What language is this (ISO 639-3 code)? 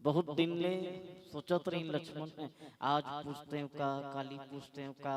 hne